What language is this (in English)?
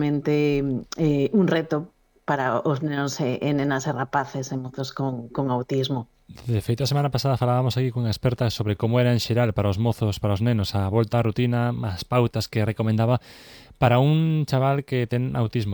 Galician